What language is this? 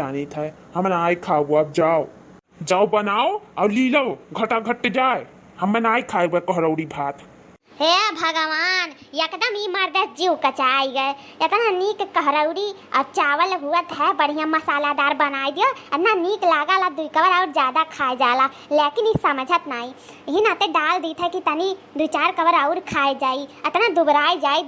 Awadhi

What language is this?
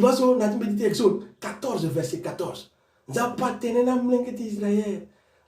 Sango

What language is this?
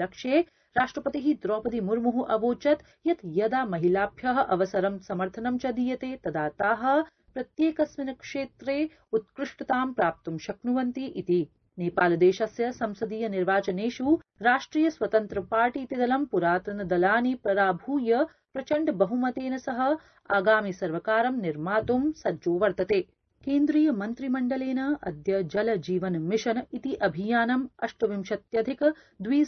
Sanskrit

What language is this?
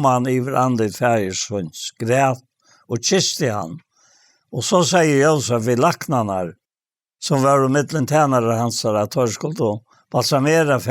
Faroese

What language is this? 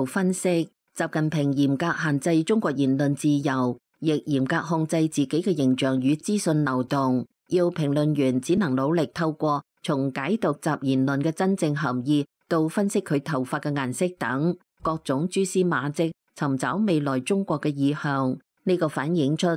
Cantonese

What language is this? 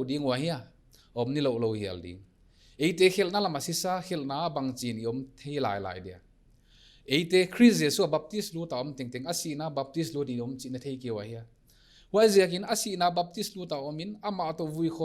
Paite Chin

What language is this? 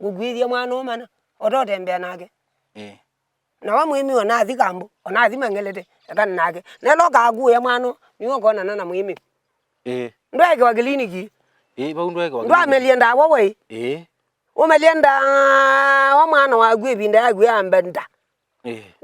Kamba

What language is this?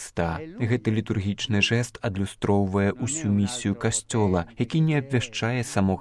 Belarusian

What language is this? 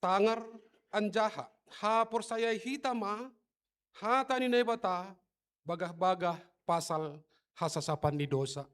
Batak Simalungun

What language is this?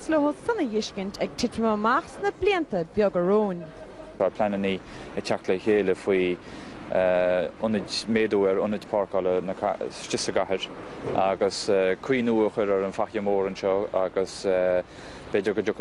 Irish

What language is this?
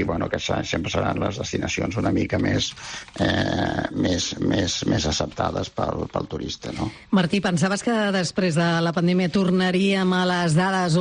Catalan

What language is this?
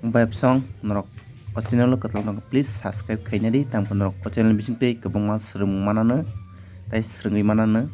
Kok Borok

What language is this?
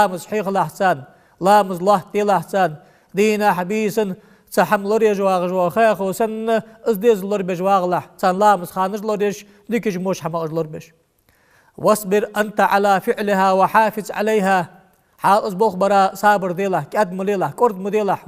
Ingush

